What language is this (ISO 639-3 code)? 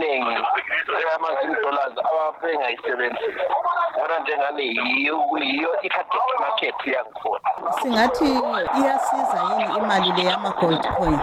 nde